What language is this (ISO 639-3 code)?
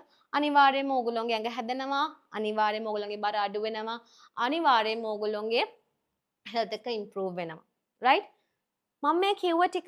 sin